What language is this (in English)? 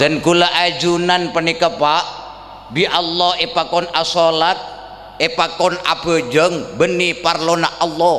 Madurese